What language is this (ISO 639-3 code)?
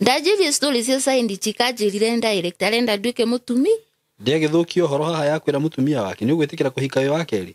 kik